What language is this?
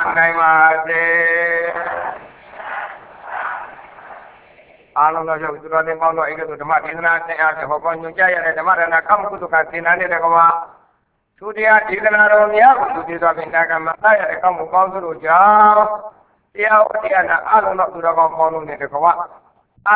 Burmese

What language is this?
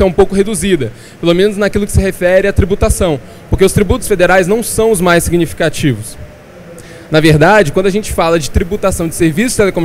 Portuguese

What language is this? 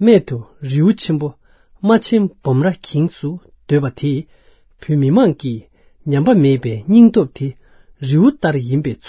Tibetan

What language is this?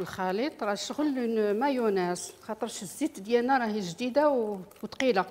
Algerian Arabic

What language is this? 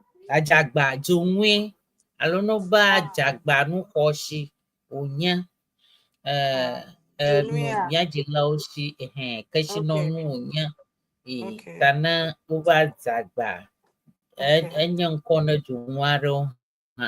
Ewe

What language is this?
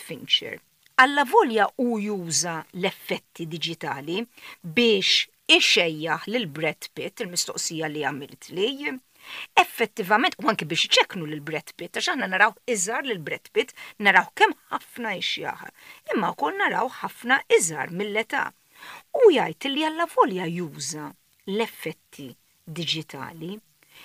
Maltese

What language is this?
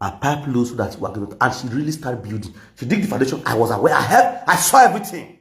Nigerian Pidgin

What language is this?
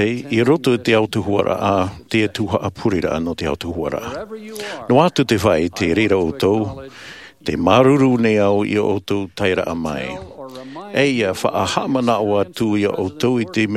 Tahitian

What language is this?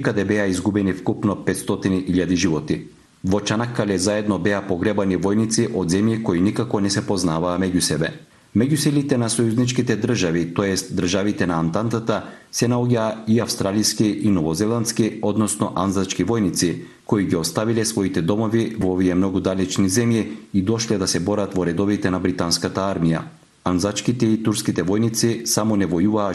Macedonian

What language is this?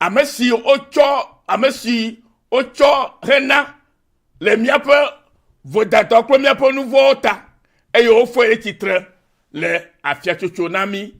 Ewe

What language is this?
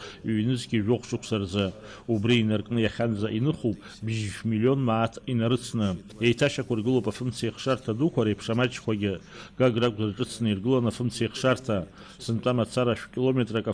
Abkhazian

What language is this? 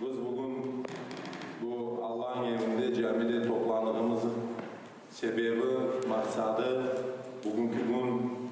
Crimean Tatar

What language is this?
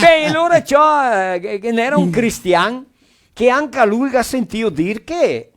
Venetian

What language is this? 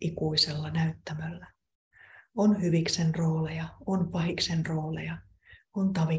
Finnish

